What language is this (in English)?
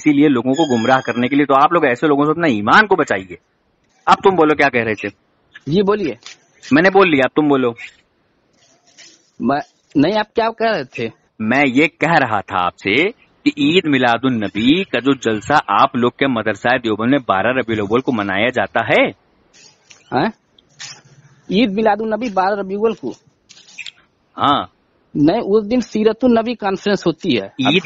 Urdu